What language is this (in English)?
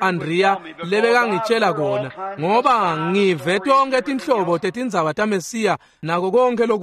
Swati